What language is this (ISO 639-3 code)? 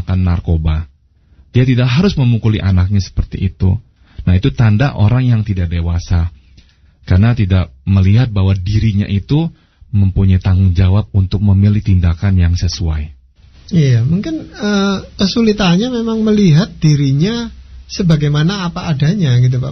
ind